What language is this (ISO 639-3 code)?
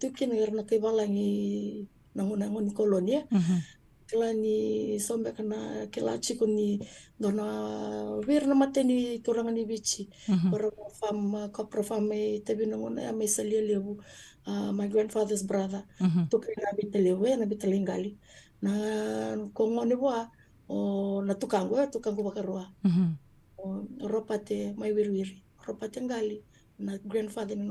fij